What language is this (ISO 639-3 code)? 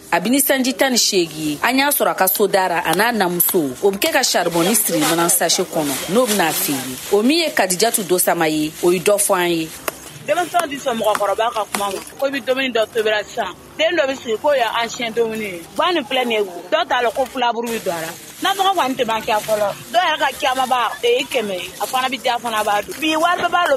bam